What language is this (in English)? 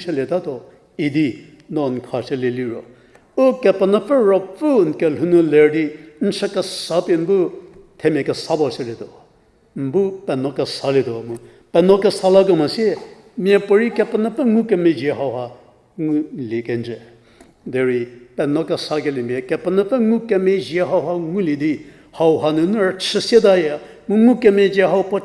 Angami Naga